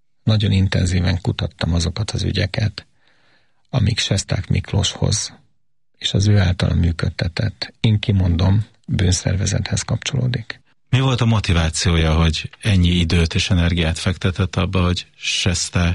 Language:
Hungarian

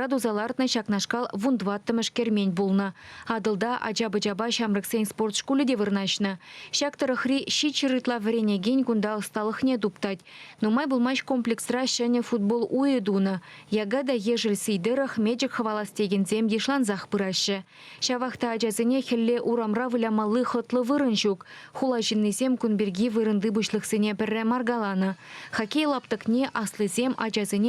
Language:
Chuvash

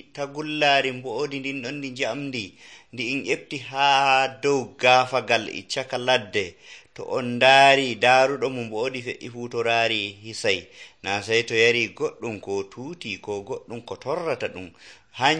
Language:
Nigerian Fulfulde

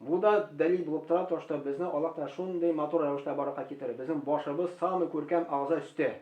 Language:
Tatar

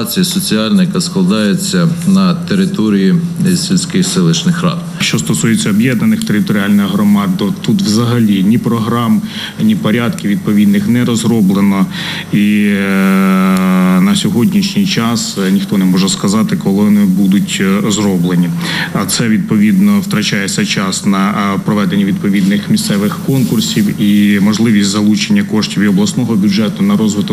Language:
Ukrainian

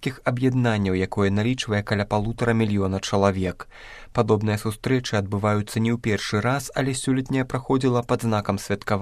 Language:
Belarusian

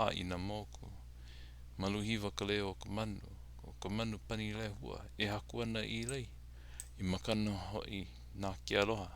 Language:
Hawaiian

